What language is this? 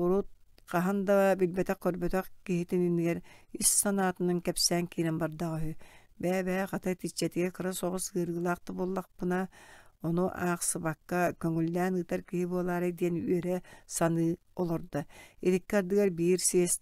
Yakut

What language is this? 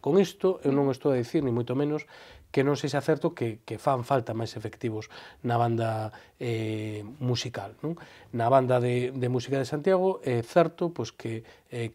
Galician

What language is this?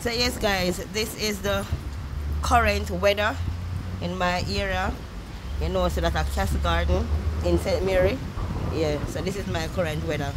Jamaican Creole English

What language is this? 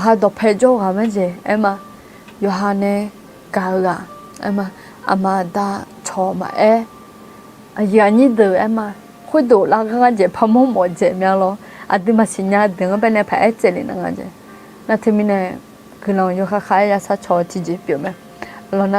Akha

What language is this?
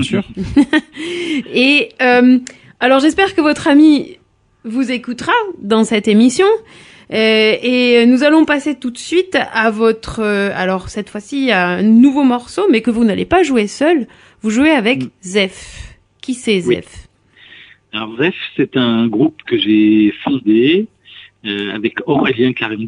French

